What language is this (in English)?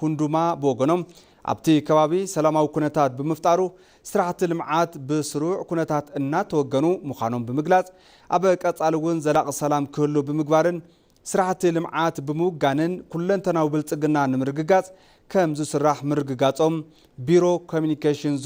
Tigrinya